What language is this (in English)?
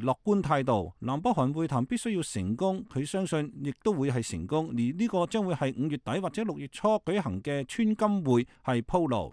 Cantonese